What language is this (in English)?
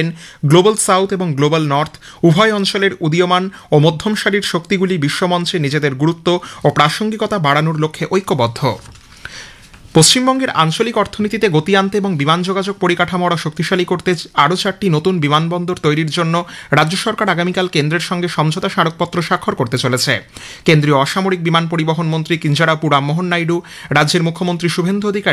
Bangla